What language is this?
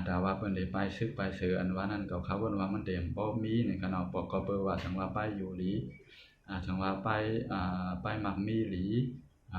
Shan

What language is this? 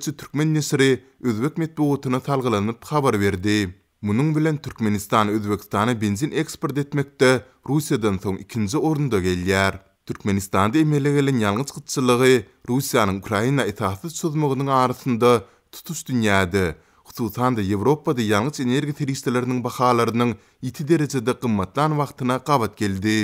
Turkmen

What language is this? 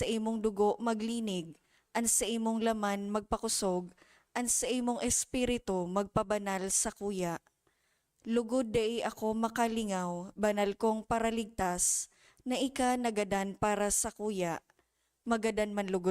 Bikol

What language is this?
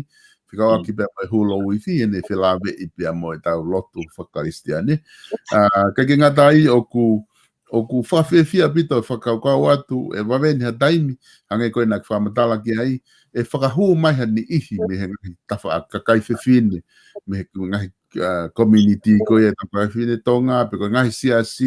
Tongan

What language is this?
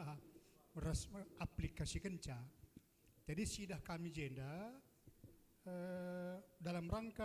Batak Karo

